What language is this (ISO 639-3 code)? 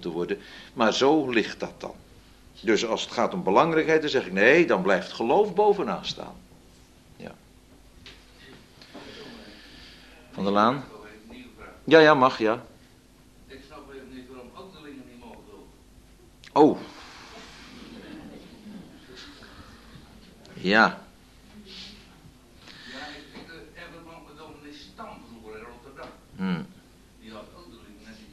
nld